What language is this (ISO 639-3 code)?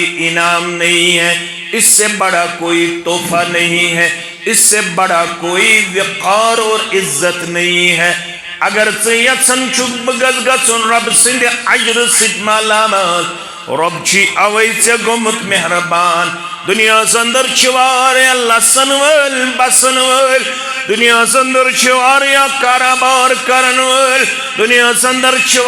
kas